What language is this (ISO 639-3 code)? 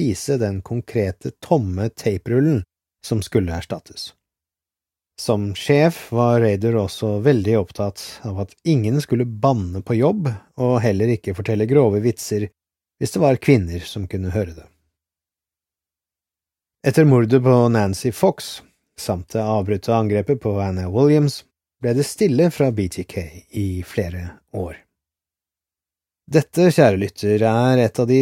nor